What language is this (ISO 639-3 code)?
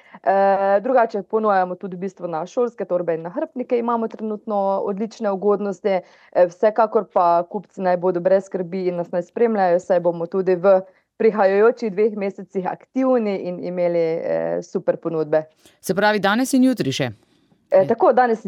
slv